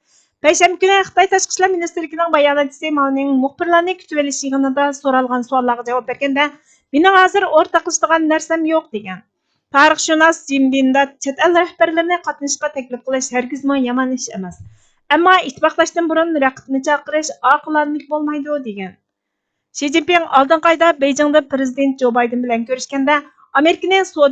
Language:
Uyghur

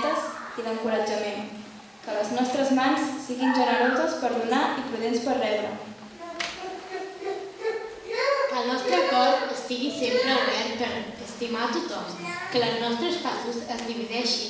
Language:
Catalan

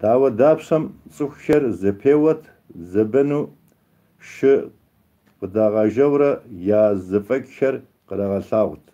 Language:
Kabardian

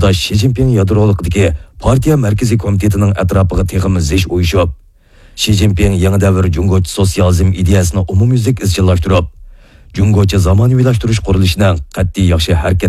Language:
Uyghur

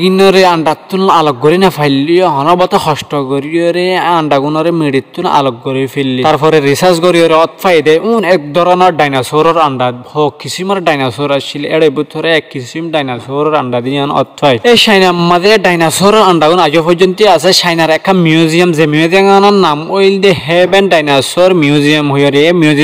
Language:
Rohingya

